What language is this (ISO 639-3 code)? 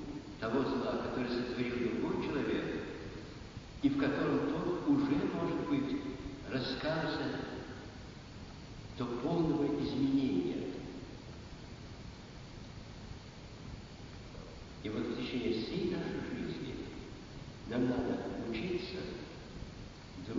rus